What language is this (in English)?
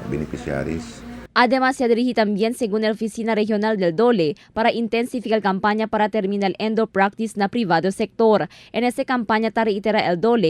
Chavacano